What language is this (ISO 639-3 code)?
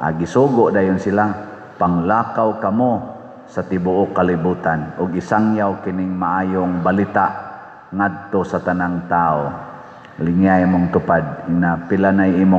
ceb